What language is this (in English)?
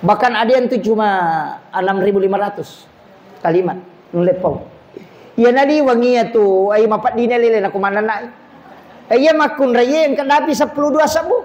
Buginese